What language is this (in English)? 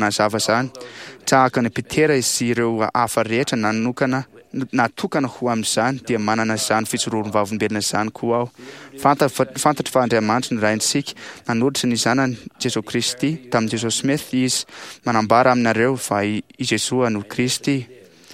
Malagasy